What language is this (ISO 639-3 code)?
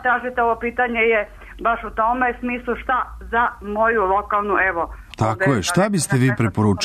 srp